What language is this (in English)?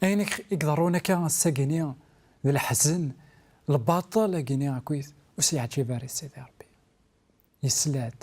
Kabyle